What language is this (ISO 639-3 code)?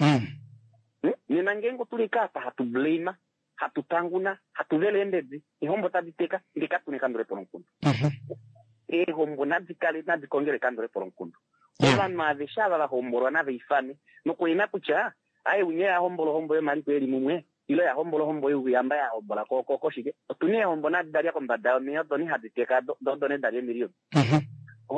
kua